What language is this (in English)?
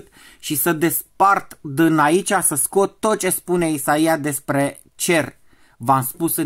Romanian